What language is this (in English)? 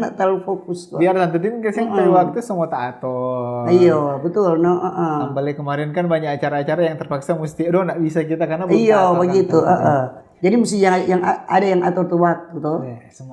Manado Malay